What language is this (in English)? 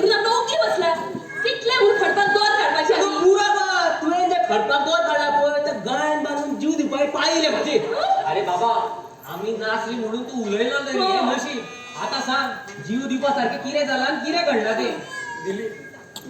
Konkani